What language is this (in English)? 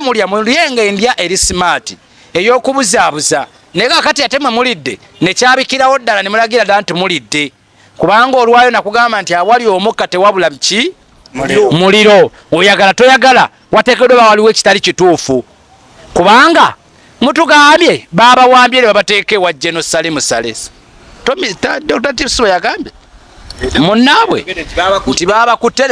Ganda